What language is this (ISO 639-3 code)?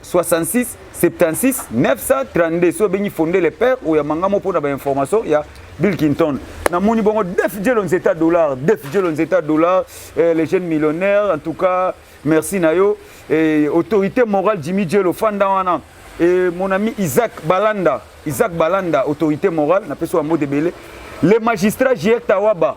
lin